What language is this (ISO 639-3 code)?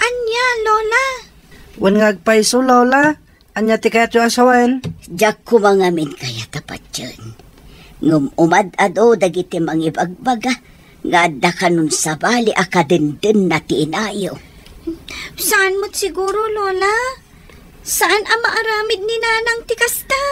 ilo